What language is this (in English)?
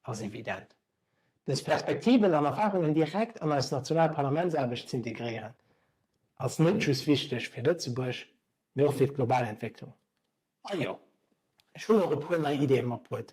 Luxembourgish